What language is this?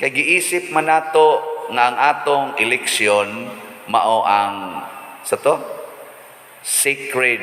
Cebuano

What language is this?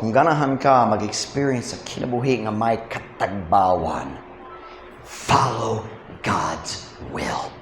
Cebuano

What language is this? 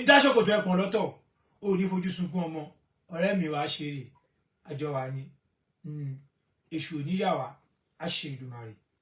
Yoruba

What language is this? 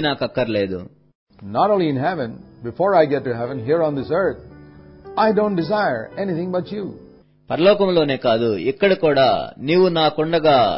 Telugu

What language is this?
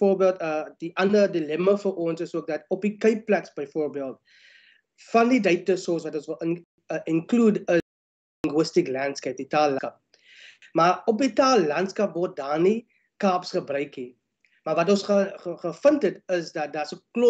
Afrikaans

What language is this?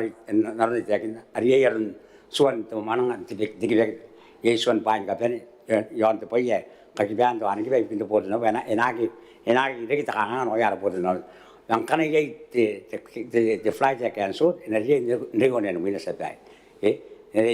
Gilbertese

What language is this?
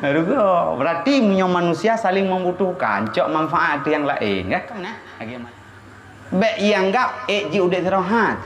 Achinese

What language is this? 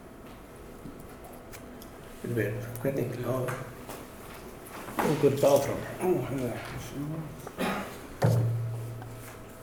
Icelandic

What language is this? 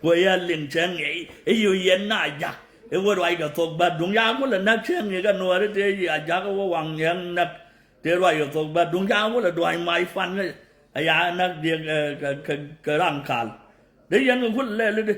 Nuer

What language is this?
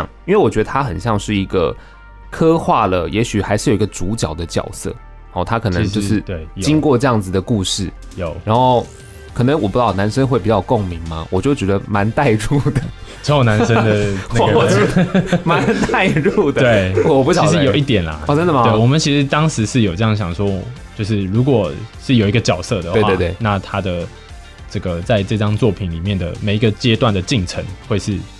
Chinese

